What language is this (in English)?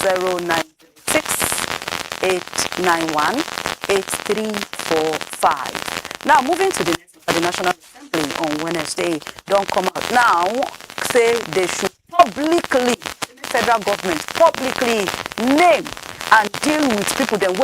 Nigerian Pidgin